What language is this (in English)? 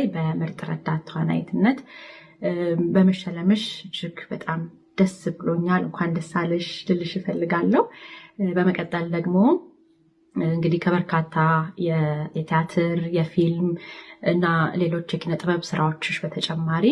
Amharic